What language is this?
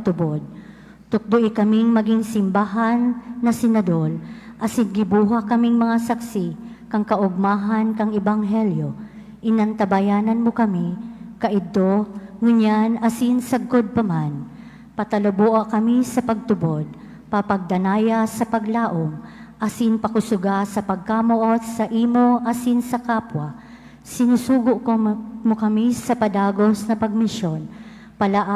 Bikol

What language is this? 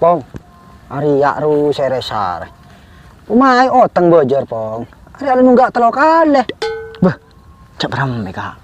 Madurese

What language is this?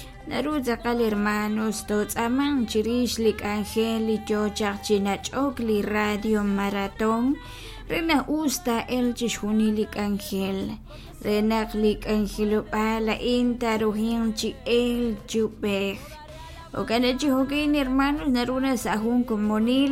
Kekchí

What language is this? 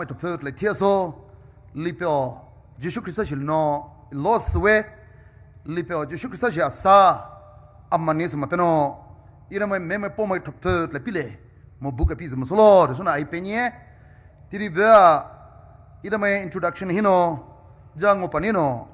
Poumei Naga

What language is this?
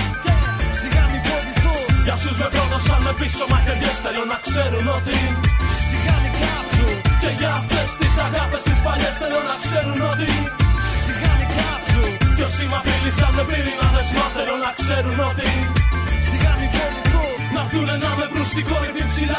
Greek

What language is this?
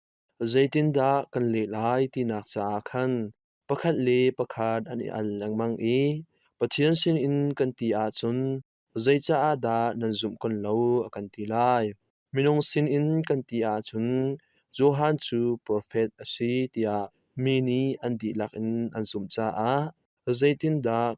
Hakha Chin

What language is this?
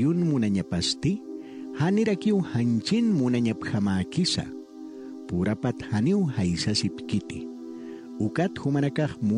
Aymara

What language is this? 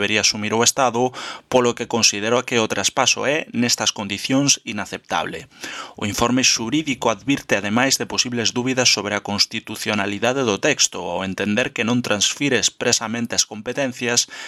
Galician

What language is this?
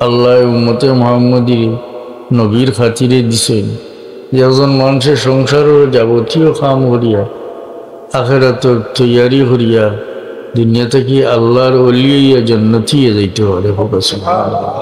Sylheti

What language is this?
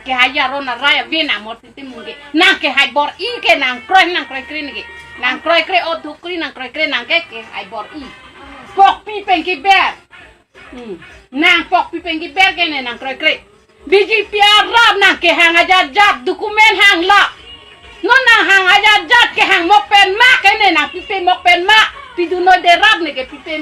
Karbi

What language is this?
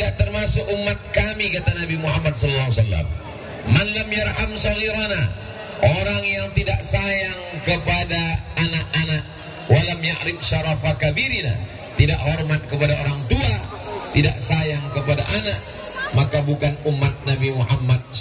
Indonesian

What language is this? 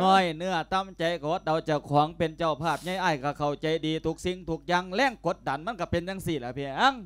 Lao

